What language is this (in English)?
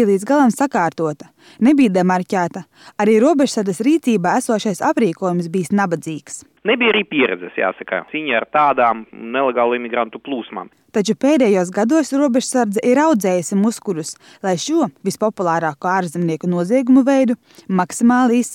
Latvian